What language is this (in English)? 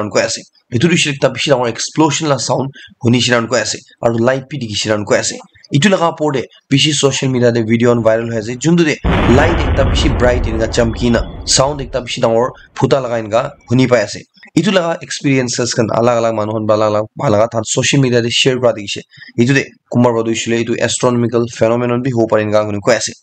Naga Pidgin